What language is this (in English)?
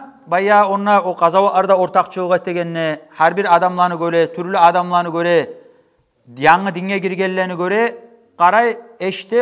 Kumyk